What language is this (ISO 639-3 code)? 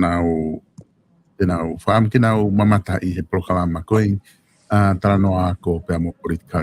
ton